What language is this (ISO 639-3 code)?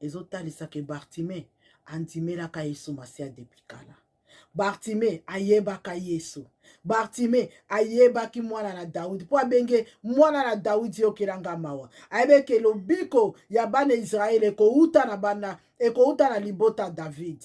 lin